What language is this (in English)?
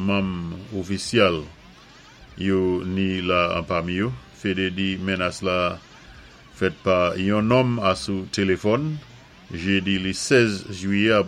Saint Lucian Creole French